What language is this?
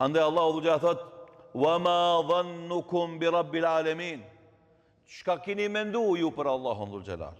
Albanian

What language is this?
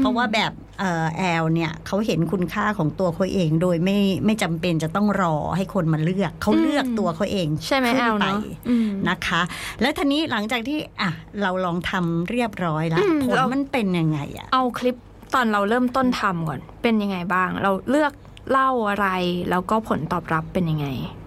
Thai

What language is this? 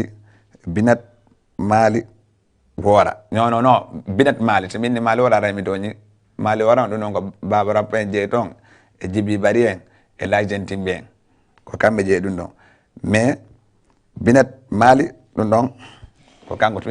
Fula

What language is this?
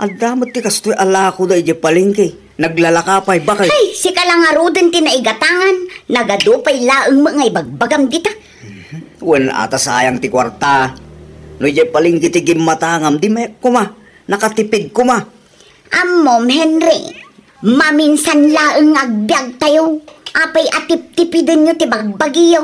Iloko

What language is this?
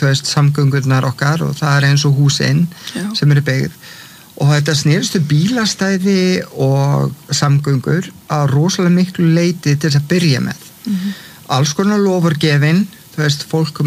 Icelandic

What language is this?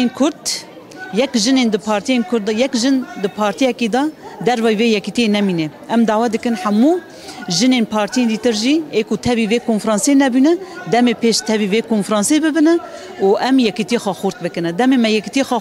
Kurdish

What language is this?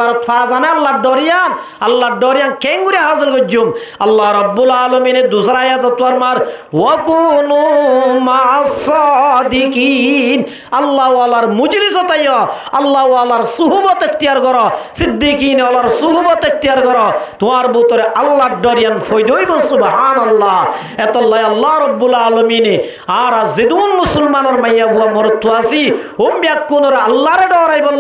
Rohingya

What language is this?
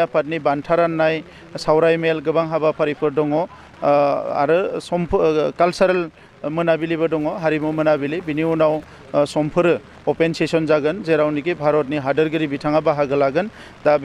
Bodo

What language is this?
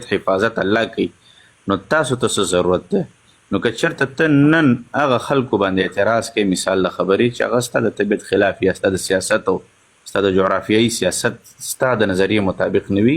Pashto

